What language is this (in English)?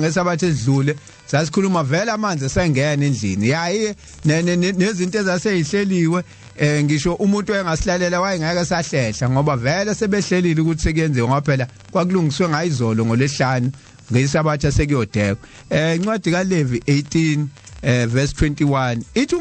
Zulu